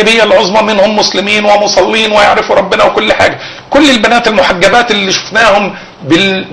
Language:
Egyptian Arabic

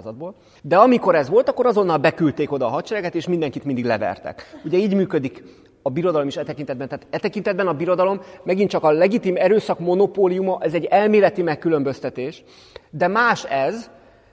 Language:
Hungarian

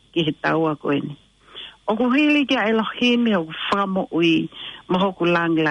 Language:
Tongan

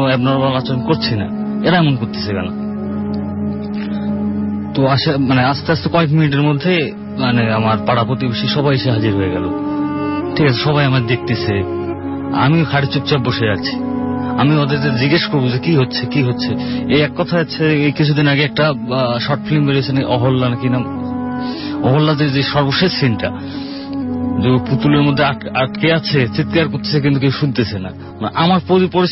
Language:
Bangla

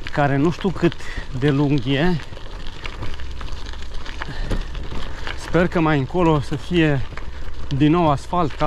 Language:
Romanian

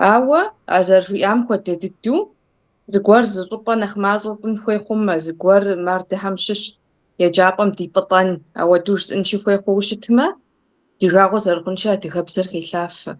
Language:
Kabardian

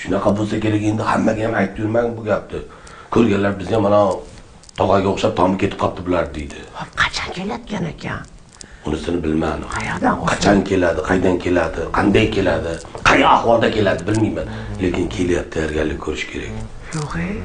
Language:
Uzbek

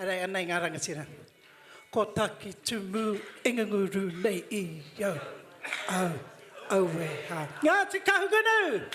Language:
Māori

